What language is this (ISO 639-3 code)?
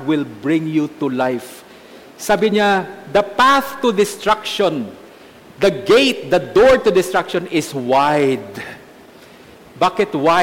fil